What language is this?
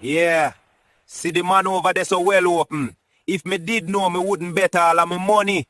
Jamaican Creole English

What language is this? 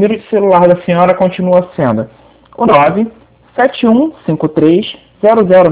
Portuguese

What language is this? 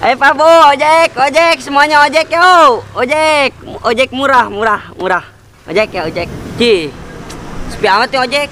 Betawi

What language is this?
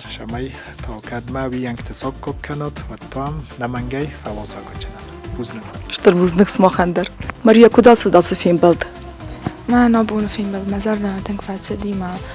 Ossetic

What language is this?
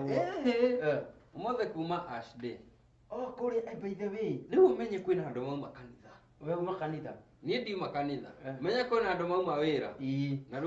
Kikuyu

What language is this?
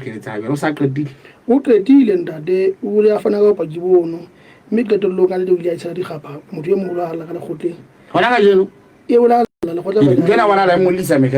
Southern Sotho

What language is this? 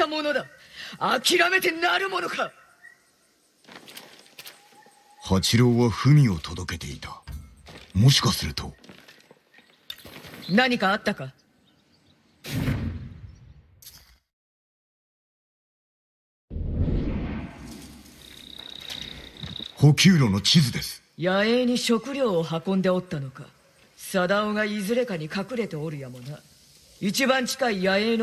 Japanese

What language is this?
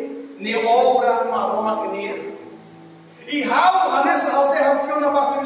Tetum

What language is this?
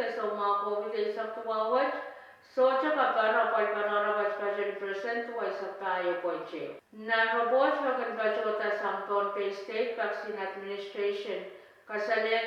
Pohnpeian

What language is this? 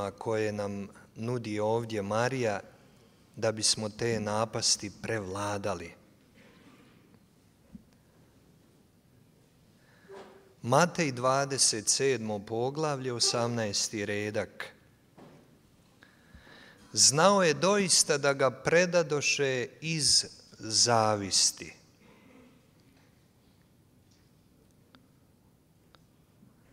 Croatian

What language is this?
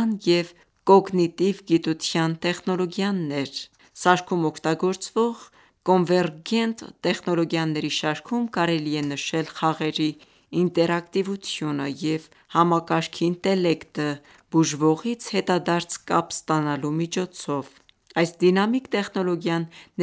Armenian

